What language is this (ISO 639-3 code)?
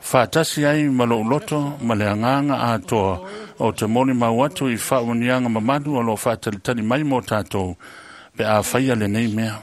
smo